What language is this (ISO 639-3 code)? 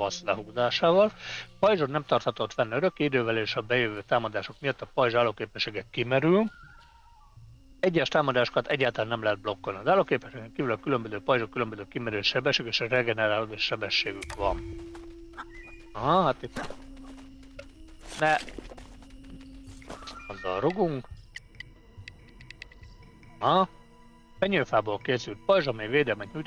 hun